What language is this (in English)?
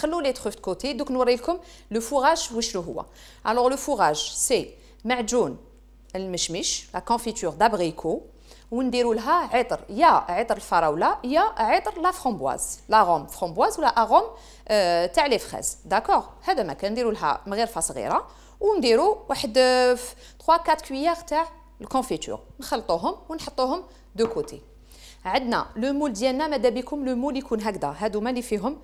Algerian Arabic